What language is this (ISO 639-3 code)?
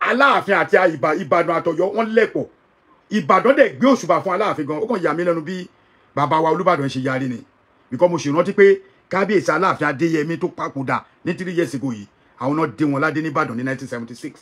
yor